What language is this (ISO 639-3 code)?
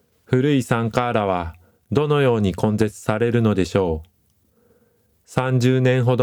jpn